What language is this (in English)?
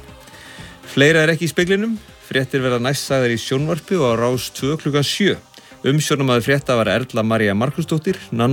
Icelandic